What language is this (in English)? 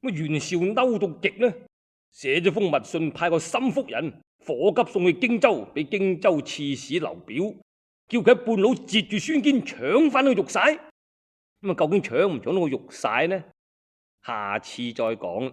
Cantonese